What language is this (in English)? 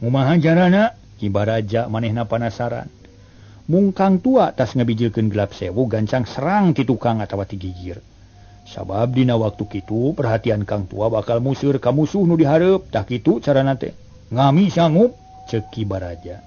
Sundanese